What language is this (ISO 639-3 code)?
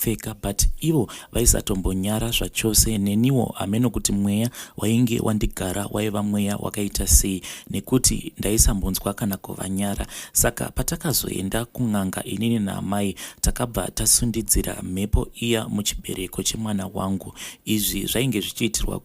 sna